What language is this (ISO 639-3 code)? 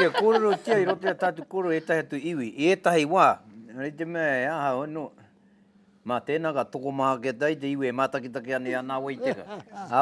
mri